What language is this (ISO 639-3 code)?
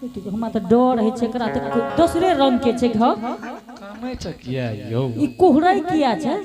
anp